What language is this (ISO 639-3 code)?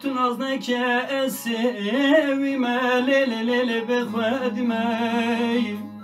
zza